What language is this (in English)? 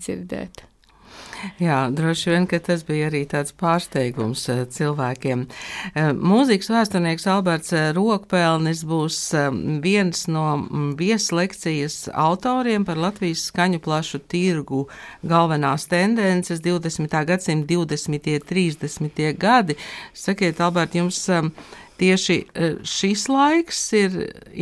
Latvian